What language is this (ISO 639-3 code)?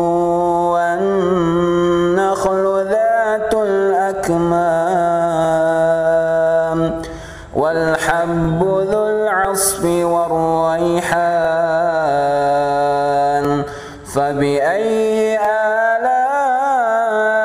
ara